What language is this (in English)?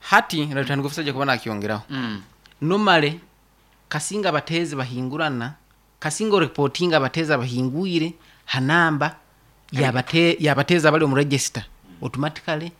Nyankole